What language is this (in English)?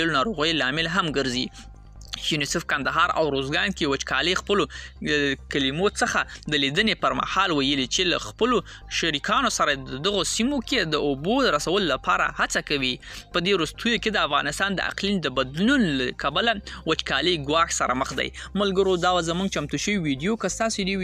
Pashto